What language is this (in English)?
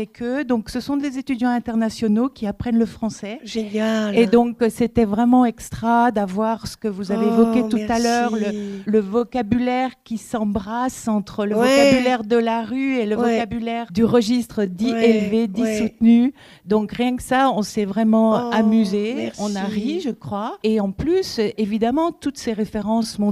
French